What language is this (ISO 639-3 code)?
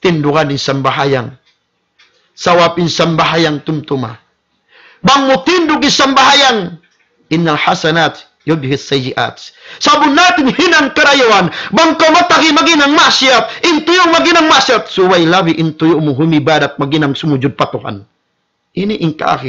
tsg